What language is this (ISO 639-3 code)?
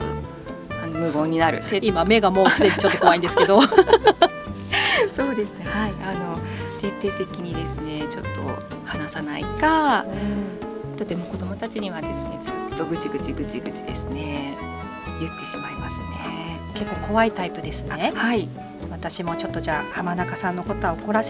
jpn